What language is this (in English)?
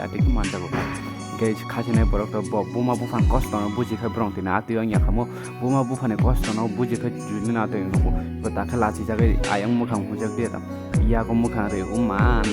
Kok Borok